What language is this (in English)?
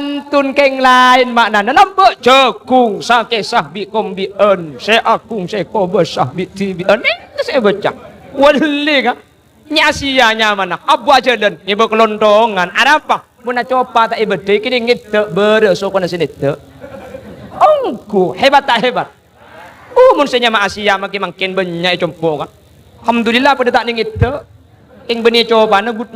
Madurese